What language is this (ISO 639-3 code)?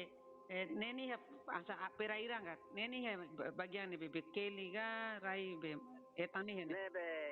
tet